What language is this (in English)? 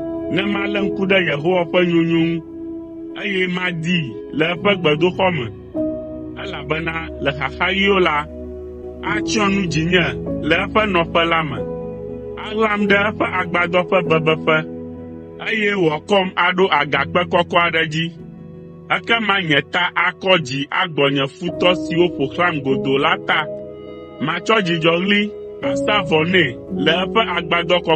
Ewe